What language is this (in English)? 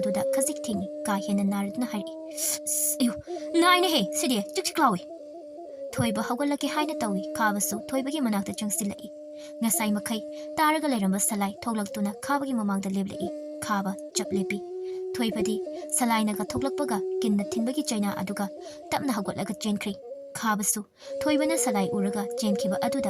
Manipuri